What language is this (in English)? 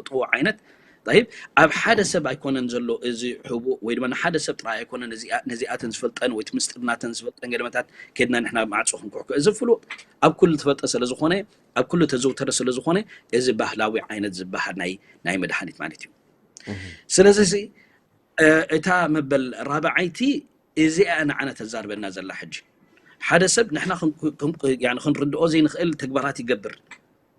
Tigrinya